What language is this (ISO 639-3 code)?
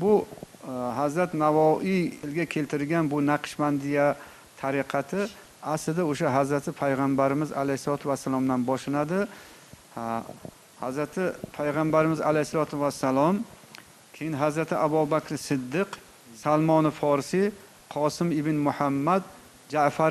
uzb